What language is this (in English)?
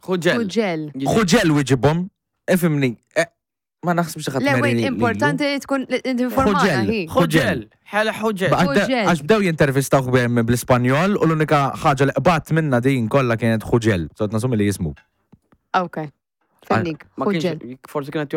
Maltese